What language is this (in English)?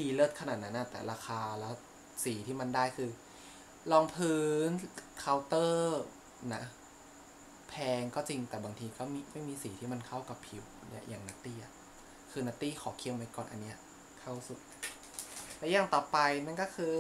Thai